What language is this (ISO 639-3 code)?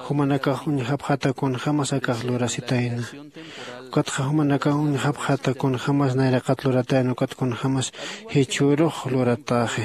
aym